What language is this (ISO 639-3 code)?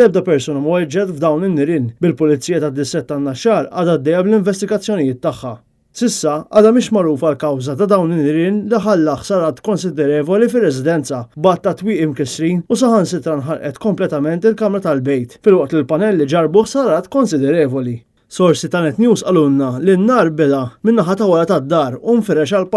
mlt